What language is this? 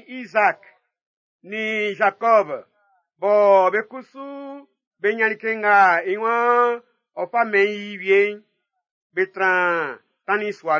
Baoulé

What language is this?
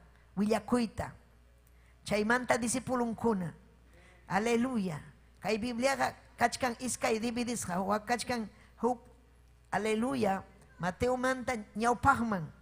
Ayacucho Quechua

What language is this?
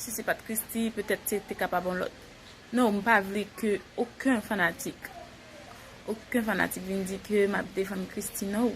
Haitian Creole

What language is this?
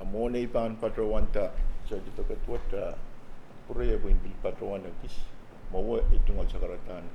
Pohnpeian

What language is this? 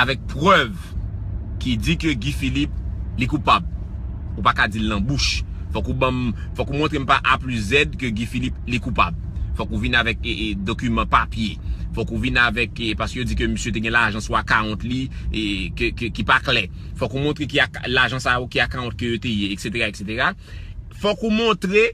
Haitian Creole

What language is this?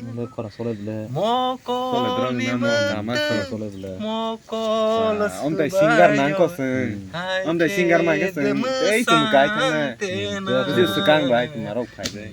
Kok Borok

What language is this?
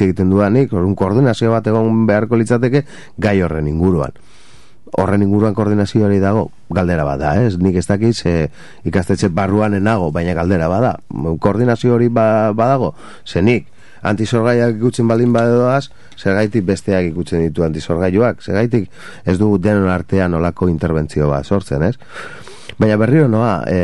Basque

